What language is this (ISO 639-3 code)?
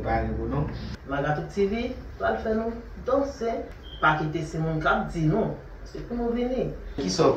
hat